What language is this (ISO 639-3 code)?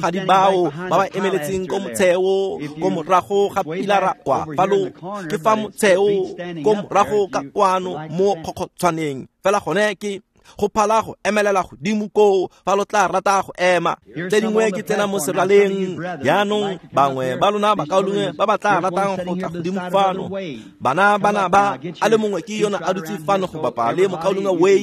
tsn